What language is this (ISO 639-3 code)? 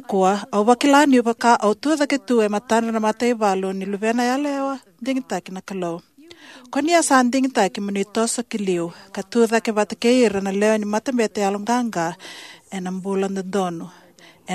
fij